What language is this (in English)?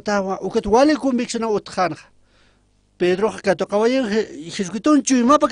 Aymara